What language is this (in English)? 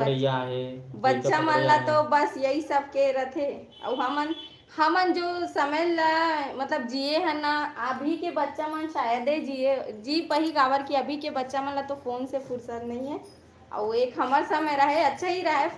Chhattisgarhi